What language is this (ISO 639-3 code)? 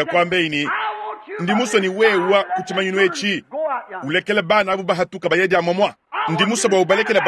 lua